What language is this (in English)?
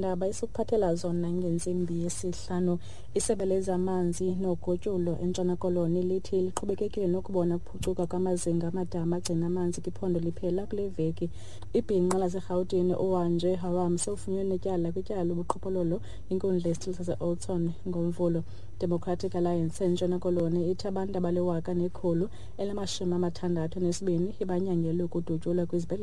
Xhosa